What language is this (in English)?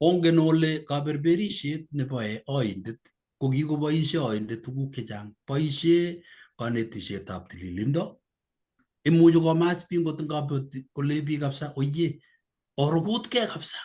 Kalenjin